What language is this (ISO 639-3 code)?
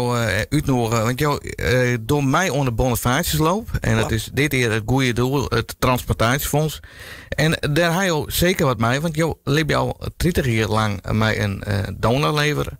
fry